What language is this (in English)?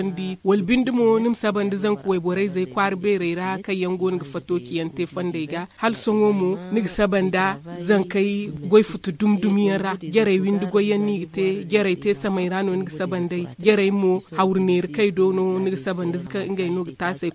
Zarma